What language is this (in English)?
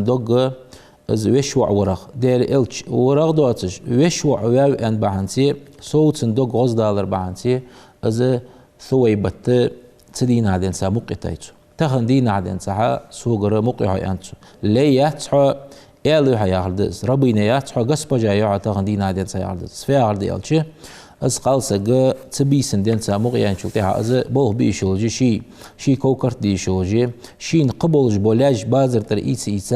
Ingush